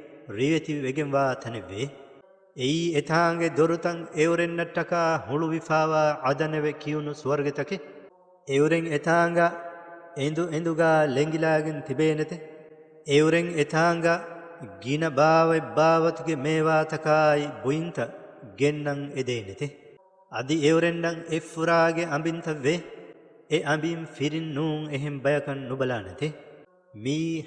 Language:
Divehi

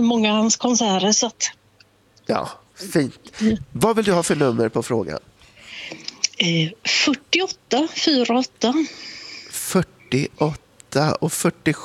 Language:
Swedish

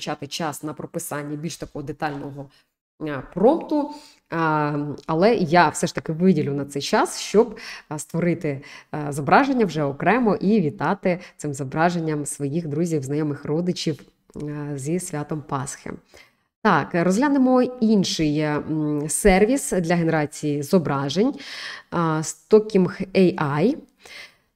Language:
Ukrainian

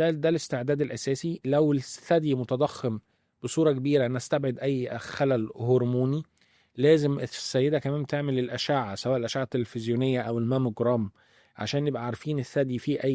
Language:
Egyptian Arabic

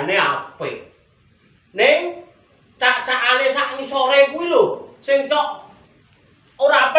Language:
Javanese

